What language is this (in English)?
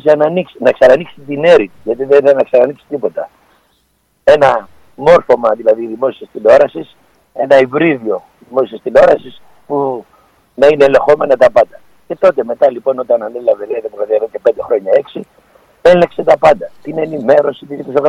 Greek